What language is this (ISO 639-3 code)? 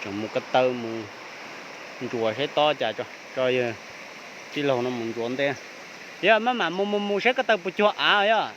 hmn